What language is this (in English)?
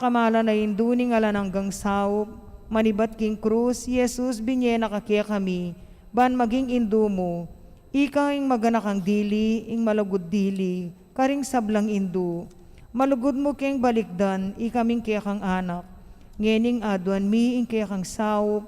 Pampanga